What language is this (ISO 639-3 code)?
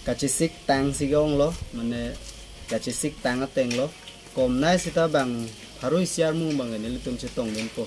mjw